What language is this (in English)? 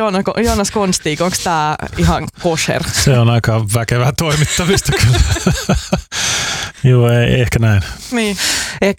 Finnish